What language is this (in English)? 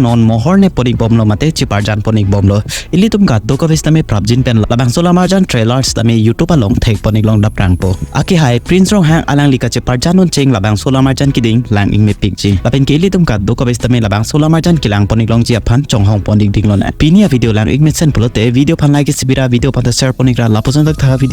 Karbi